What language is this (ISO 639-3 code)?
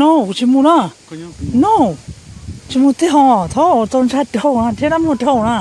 hmn